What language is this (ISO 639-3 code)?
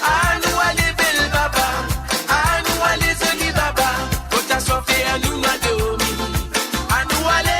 mfe